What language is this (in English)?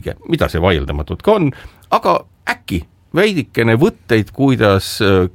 Estonian